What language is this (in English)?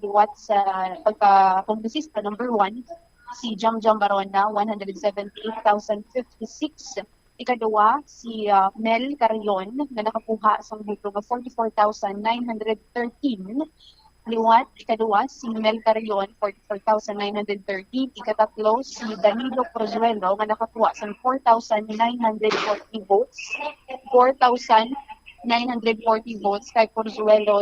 Hiligaynon